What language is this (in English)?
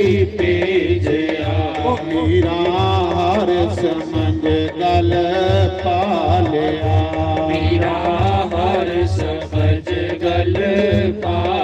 Dogri